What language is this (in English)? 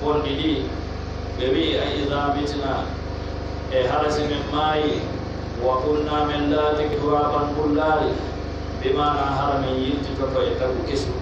Pular